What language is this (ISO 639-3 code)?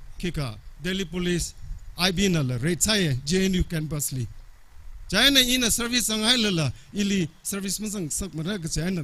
nmf